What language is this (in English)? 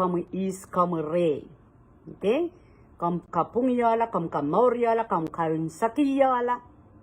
Pohnpeian